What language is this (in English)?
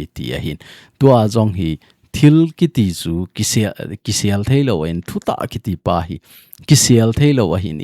Thado Chin